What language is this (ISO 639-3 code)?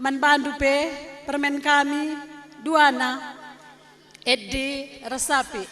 btx